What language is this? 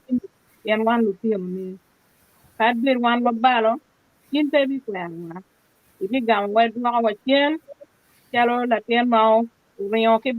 Acoli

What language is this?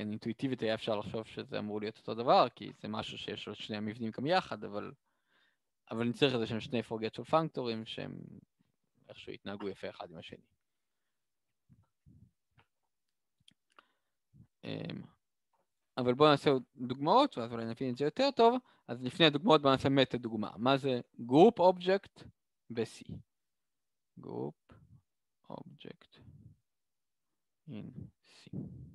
Hebrew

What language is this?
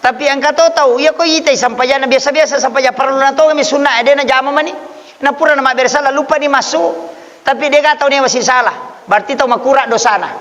Buginese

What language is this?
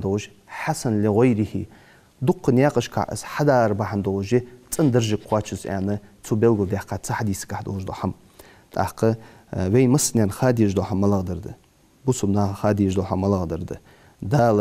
Ingush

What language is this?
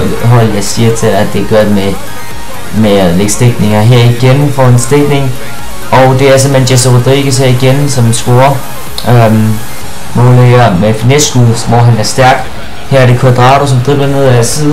Danish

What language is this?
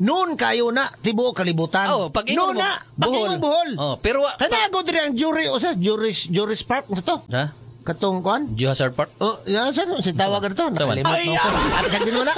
Cebuano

